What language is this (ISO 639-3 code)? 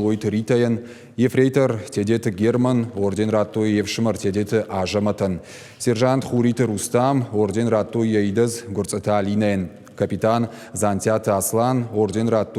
oss